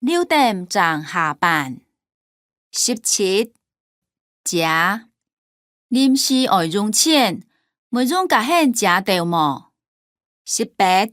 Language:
Hakka Chinese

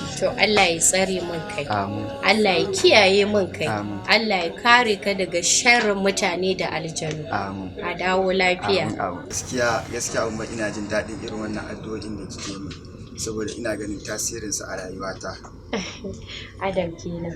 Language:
Hausa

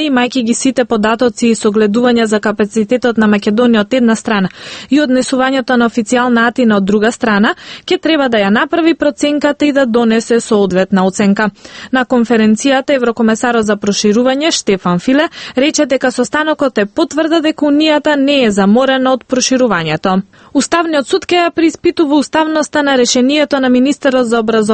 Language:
Macedonian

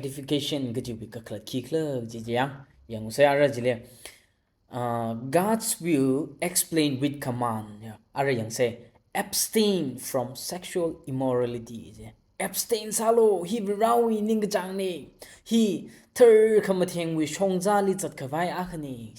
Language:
Tangkhul Naga (India)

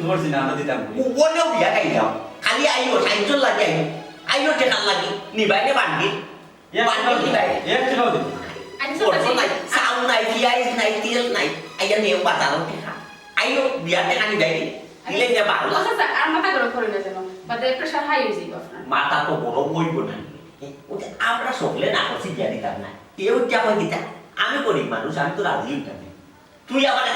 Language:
Sylheti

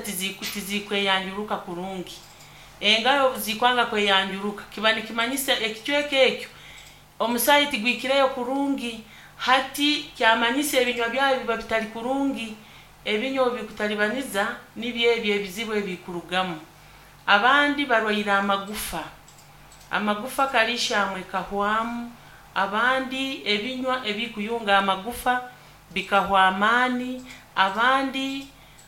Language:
Nyankole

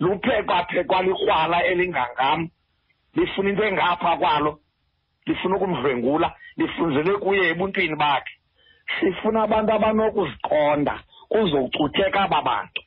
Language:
Xhosa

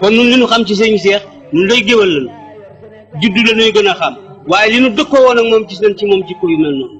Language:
Wolof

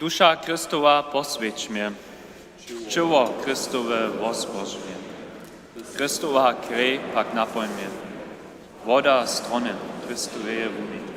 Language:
Upper Sorbian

